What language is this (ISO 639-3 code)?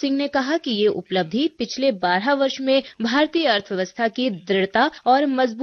urd